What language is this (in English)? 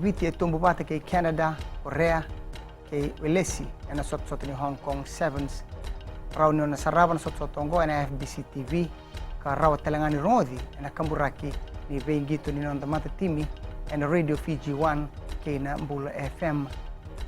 Fijian